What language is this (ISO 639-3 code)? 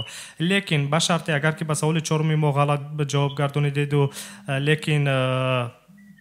tgk